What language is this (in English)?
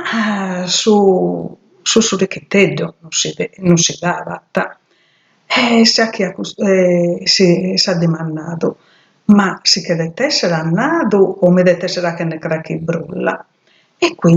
Sardinian